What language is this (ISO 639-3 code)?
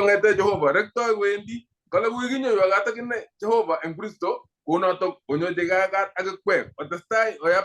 kln